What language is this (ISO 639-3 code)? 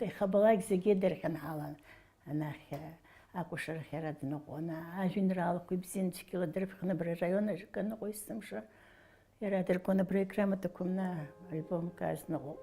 abk